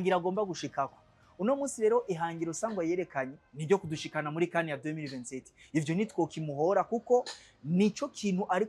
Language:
Rundi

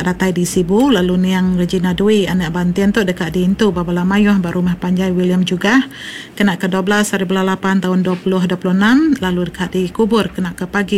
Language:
Iban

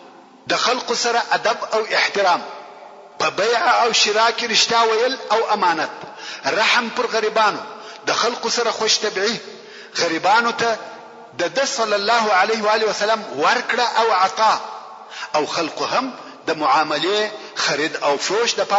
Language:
Pashto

